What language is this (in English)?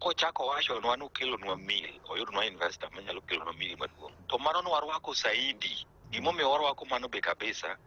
Luo (Kenya and Tanzania)